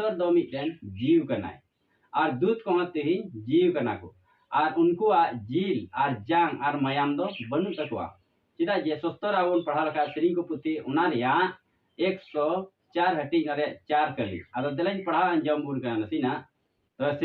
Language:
Santali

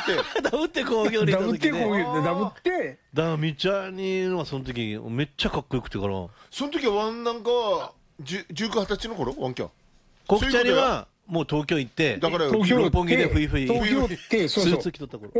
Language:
Japanese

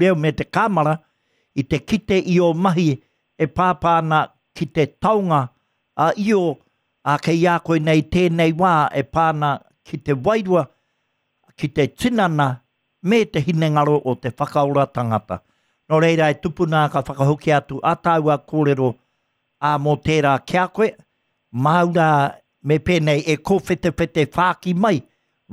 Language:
Māori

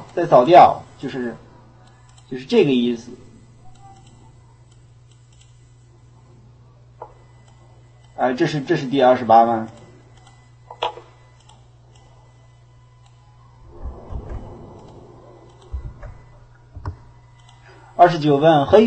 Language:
Chinese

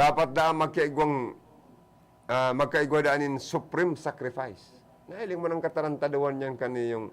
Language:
Bikol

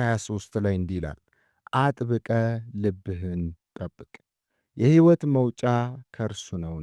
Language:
Amharic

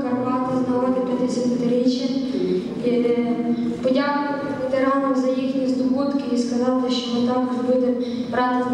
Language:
Ukrainian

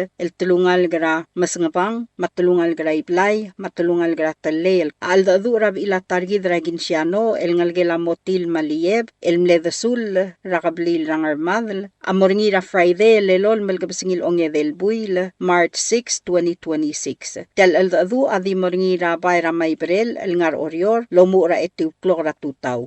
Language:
Palauan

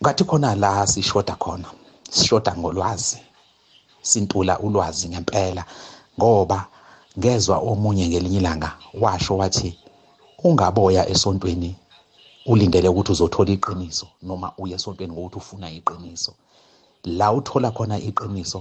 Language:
South Ndebele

